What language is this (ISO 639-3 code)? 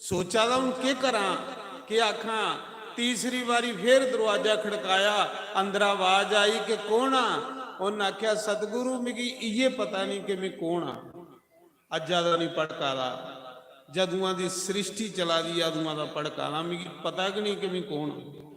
doi